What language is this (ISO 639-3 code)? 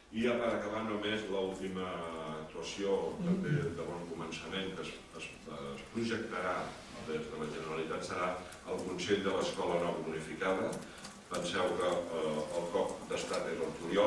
cat